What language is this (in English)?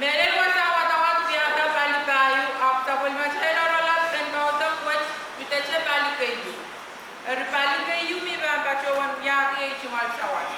Pohnpeian